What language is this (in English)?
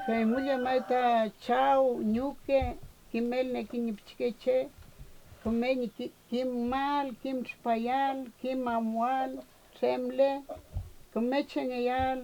Mapuche